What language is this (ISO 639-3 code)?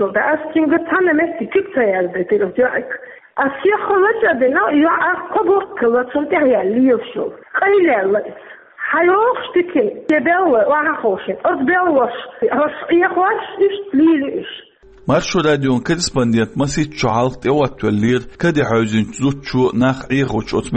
che